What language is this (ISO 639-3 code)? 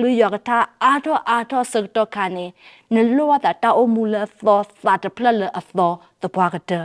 ksw